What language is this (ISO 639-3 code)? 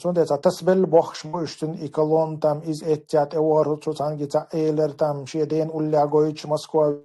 che